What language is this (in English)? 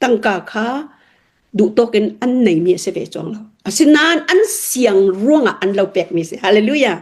Hakha Chin